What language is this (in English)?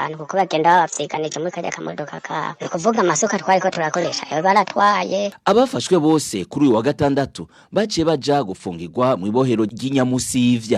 Rundi